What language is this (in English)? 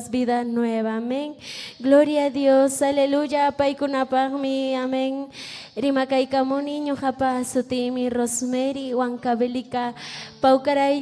Ayacucho Quechua